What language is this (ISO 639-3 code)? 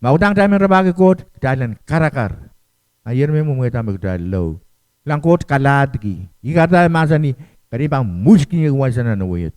pon